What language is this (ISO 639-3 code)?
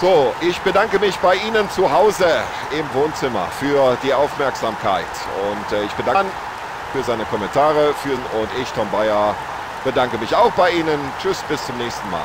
bar